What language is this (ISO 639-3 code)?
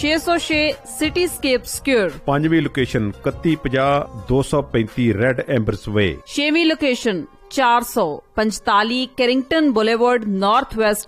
pan